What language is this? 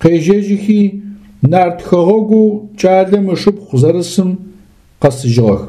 Adyghe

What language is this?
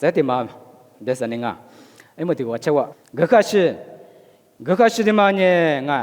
Lisu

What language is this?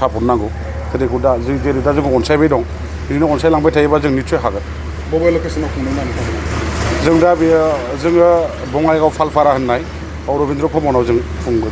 Bodo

